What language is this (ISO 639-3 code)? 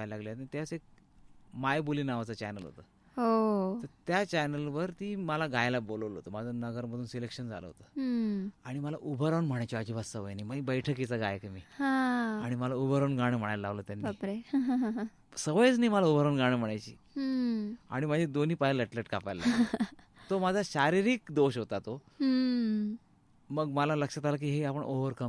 mar